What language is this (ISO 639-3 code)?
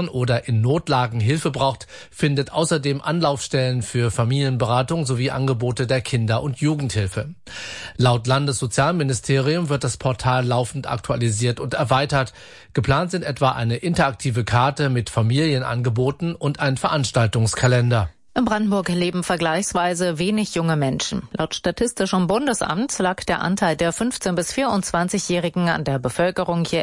deu